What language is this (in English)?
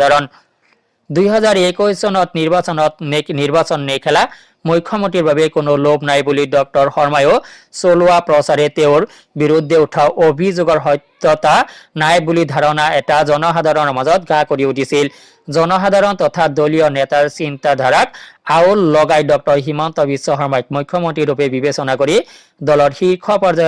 Assamese